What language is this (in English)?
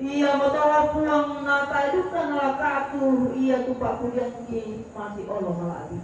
Toraja-Sa'dan